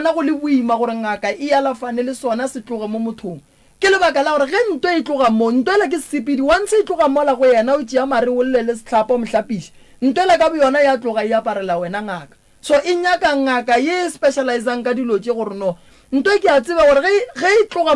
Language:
Northern Sotho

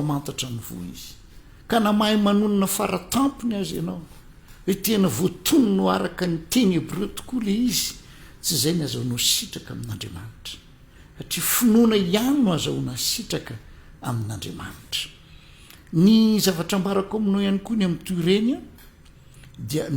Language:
Malagasy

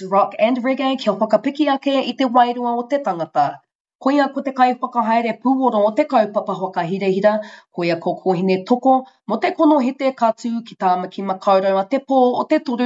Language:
Māori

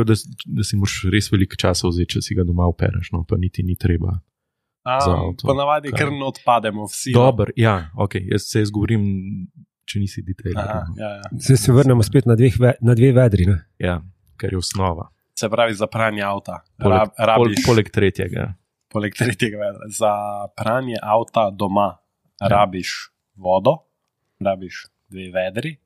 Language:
Slovenian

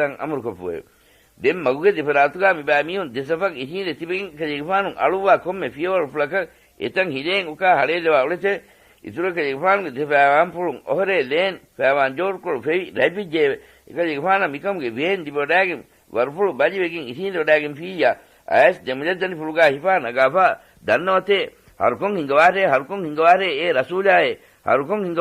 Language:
Divehi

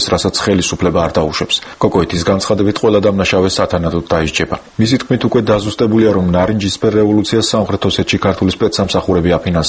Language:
Georgian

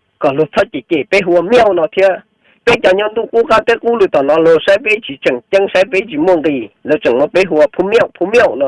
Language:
Hmong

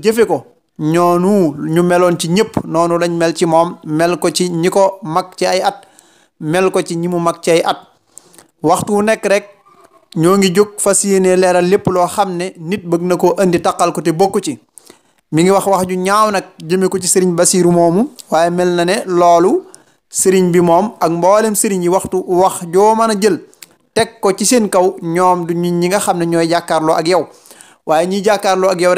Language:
Wolof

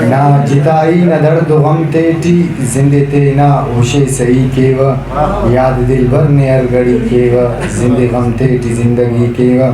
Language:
Brahui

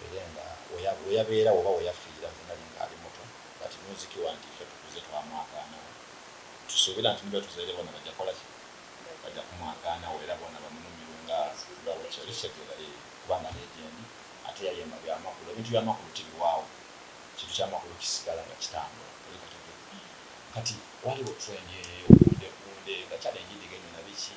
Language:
Soga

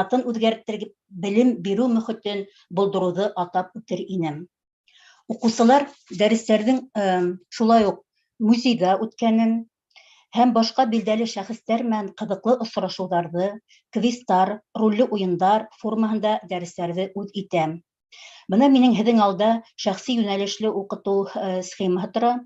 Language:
Bashkir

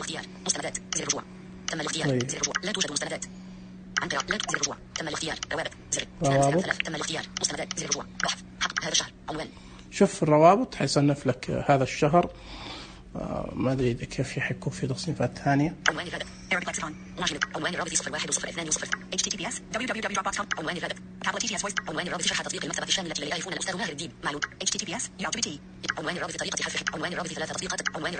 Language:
Najdi Arabic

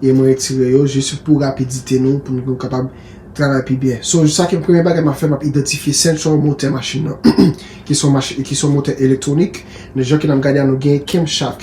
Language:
Haitian Creole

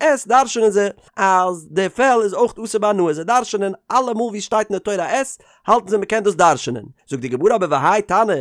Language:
Yiddish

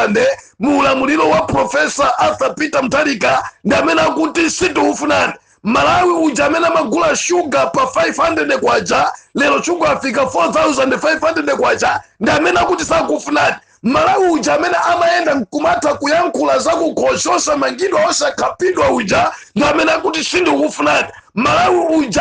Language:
Nyanja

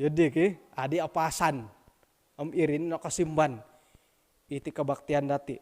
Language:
Central Dusun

